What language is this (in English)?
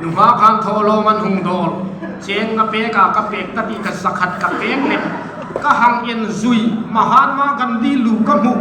Hmar